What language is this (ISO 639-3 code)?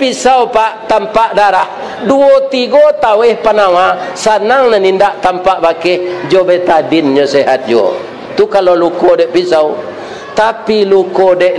min